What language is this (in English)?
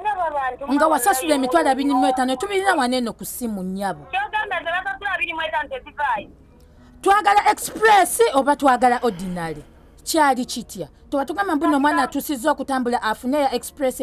Ganda